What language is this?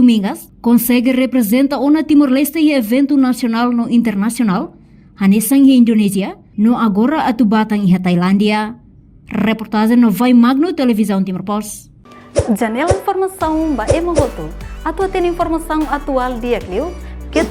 Tetum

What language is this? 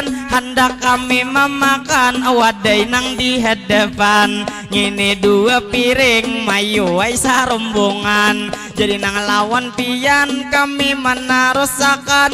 Banjar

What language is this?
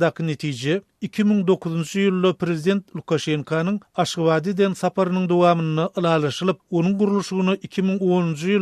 Turkmen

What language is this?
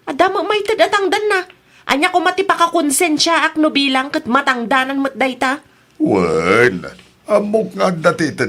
Iloko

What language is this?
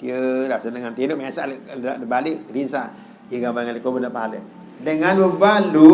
Sasak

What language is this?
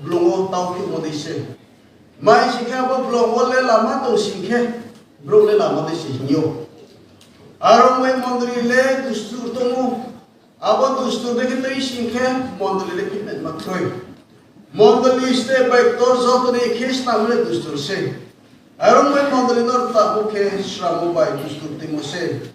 Riang (India)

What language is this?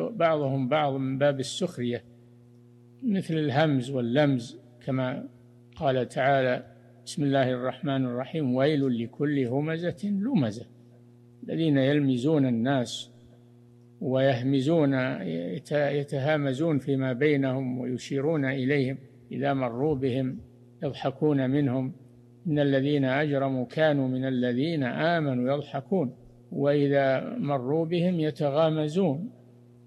Arabic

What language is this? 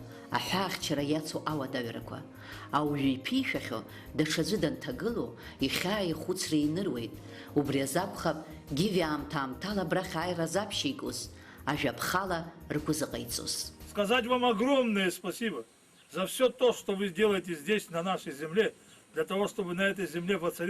Abkhazian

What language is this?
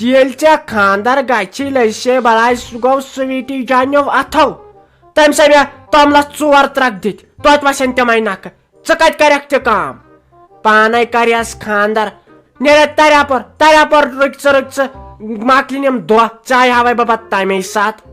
Kashmiri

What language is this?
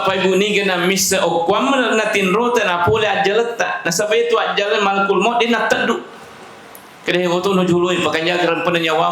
Buginese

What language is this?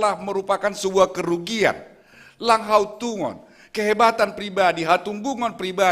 Batak Simalungun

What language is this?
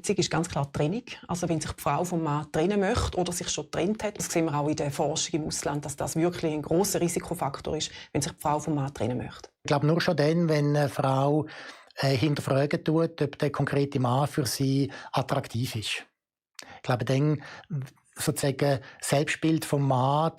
Swiss German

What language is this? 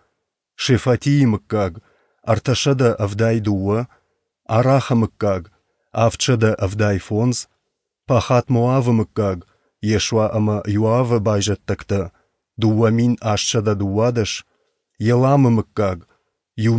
Ossetic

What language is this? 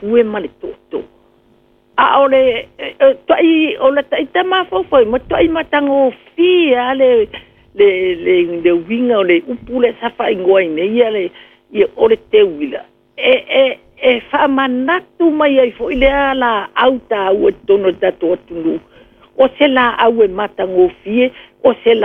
Samoan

